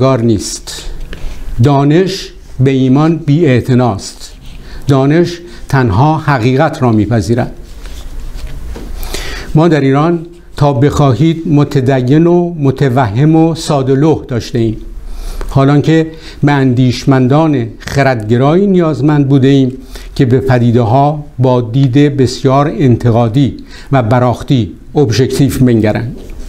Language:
Persian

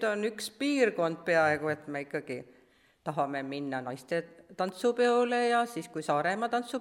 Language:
Estonian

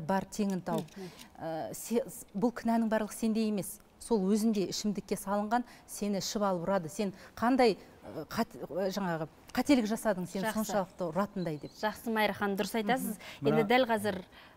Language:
Kazakh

